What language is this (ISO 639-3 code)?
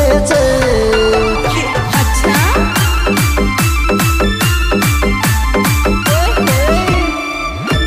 hin